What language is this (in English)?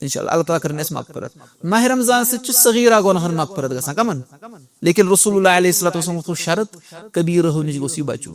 Kashmiri